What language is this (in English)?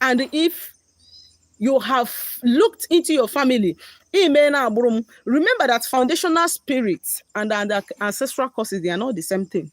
Igbo